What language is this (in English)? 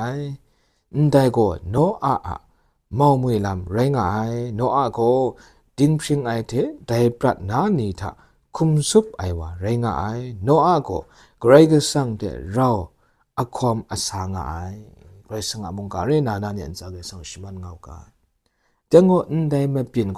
Kachin